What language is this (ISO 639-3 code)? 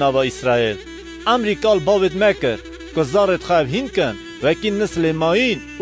kur